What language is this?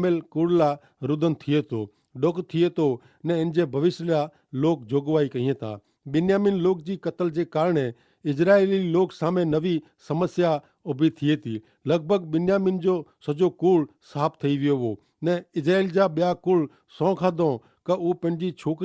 Kachhi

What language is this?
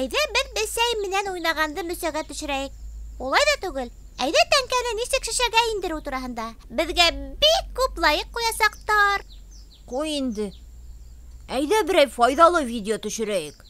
Bashkir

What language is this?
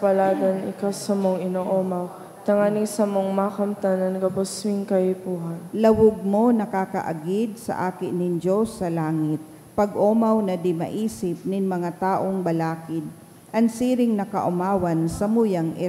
Bikol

